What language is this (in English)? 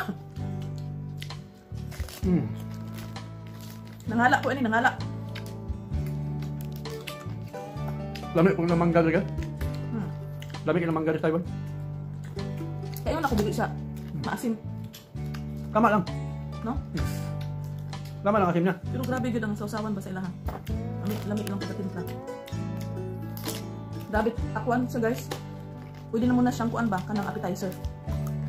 Filipino